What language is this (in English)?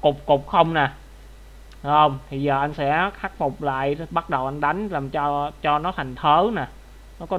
Vietnamese